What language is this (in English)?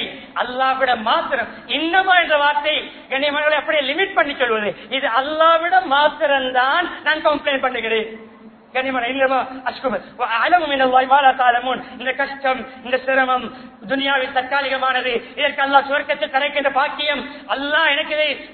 Tamil